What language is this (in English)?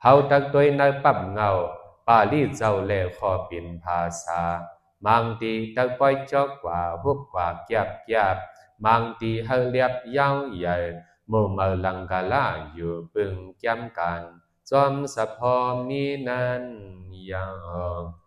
Shan